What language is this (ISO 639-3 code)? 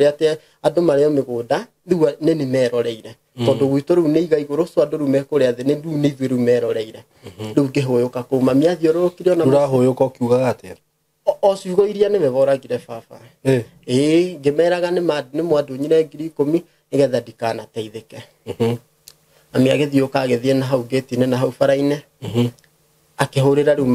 kik